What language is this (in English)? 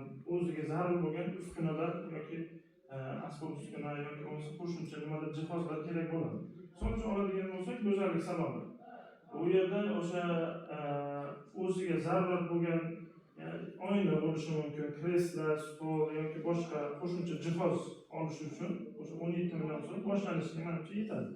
Uzbek